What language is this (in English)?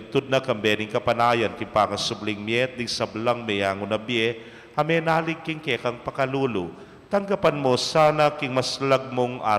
Pampanga